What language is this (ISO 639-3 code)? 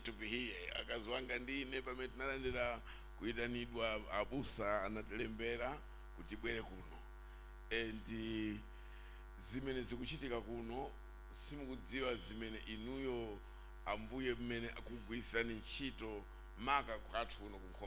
nya